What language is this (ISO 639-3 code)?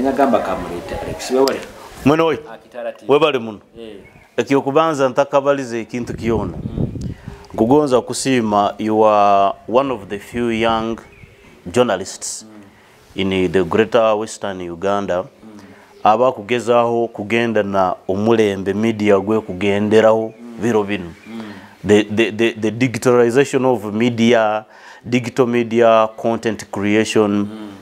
nyo